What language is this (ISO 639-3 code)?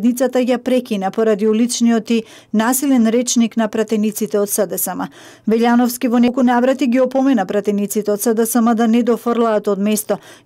mkd